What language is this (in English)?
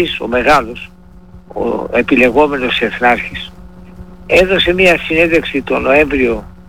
Greek